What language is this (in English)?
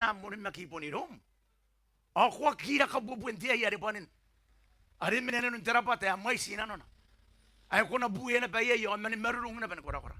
Gilbertese